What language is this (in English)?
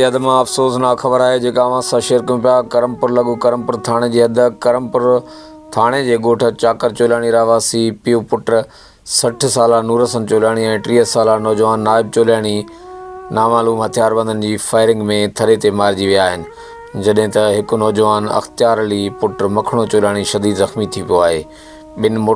Sindhi